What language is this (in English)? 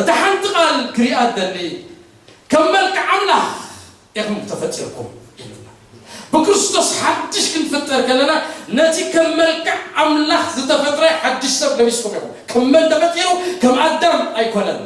Tigrinya